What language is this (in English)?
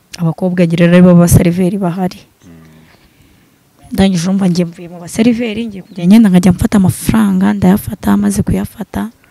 Kinyarwanda